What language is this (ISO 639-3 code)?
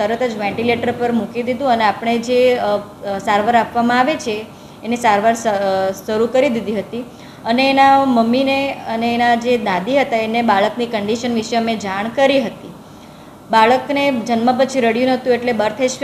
guj